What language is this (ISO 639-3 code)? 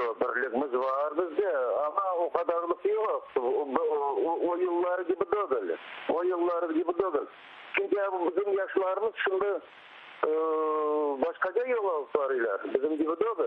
crh